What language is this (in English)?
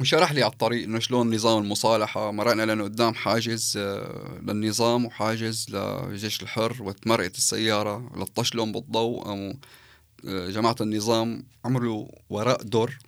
North Levantine Arabic